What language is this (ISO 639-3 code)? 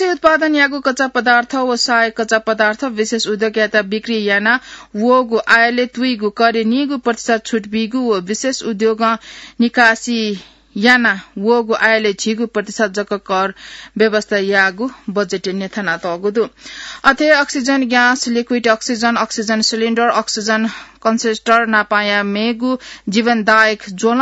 new